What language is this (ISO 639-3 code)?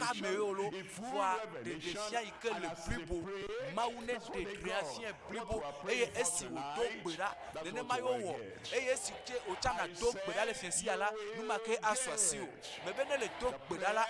ewe